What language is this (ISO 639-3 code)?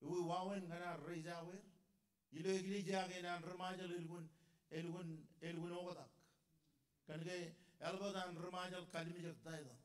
mah